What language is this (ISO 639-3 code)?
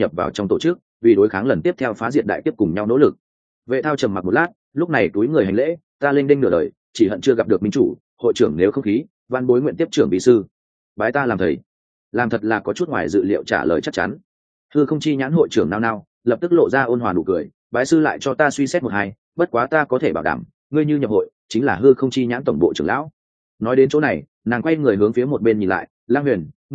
vie